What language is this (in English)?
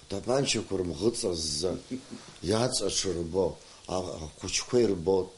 Abkhazian